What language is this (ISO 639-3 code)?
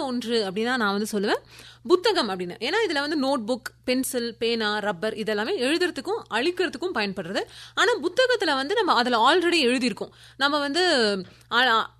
tam